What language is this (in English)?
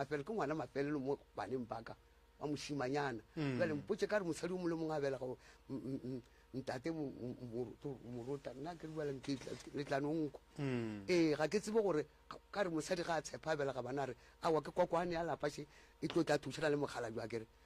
Northern Sotho